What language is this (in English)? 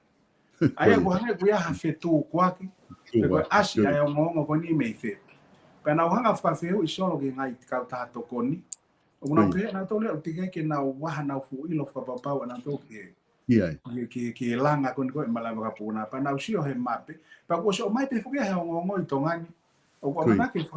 Tongan